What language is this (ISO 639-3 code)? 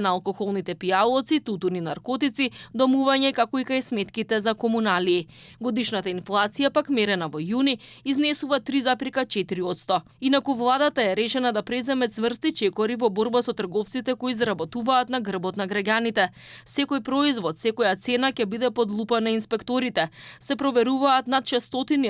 mkd